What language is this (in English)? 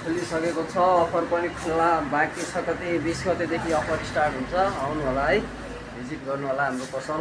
Nepali